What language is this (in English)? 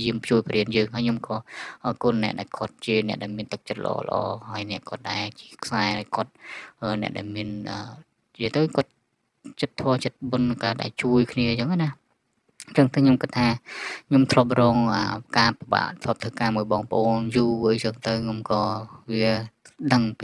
Khmer